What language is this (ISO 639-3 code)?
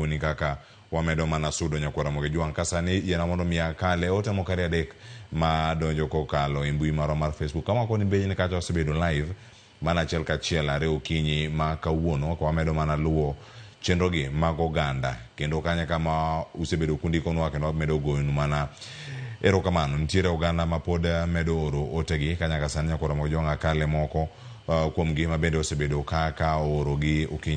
luo